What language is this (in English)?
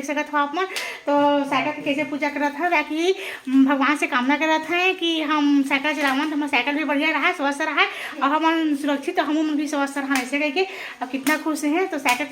Chhattisgarhi